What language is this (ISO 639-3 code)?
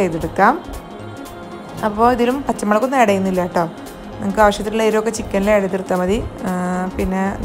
mal